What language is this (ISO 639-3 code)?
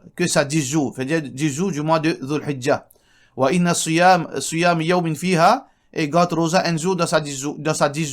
mfe